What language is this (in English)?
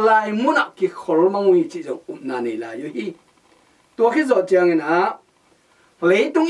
Tedim Chin